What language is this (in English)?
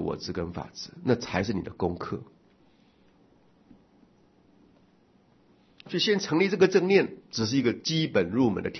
Chinese